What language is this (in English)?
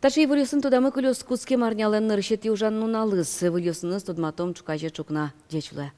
Udmurt